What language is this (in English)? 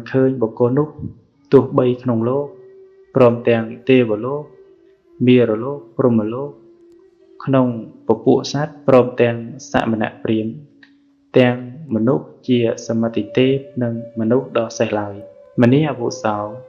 Khmer